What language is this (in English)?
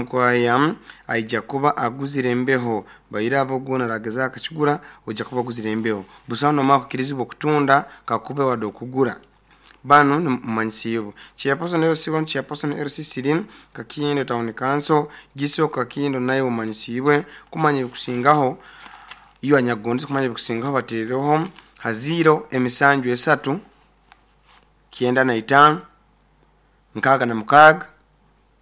Nyoro